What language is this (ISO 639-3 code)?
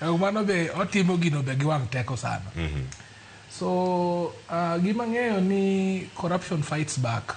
luo